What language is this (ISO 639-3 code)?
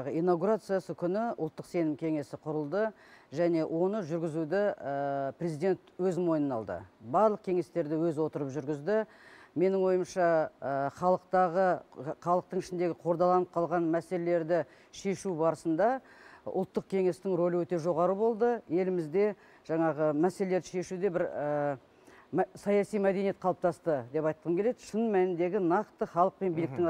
kaz